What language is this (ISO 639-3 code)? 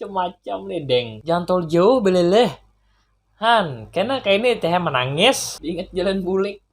bjn